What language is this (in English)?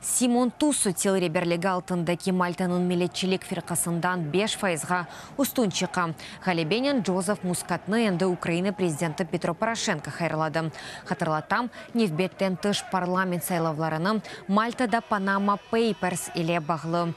Crimean Tatar